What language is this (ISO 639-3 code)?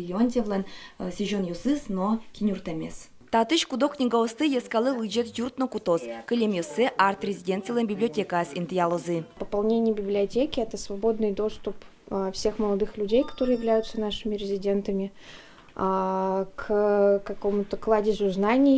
udm